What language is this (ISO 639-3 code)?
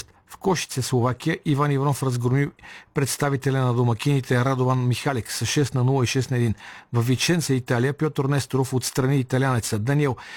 bul